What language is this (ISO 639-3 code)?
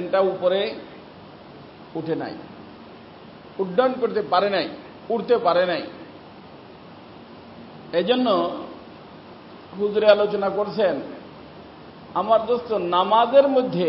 ben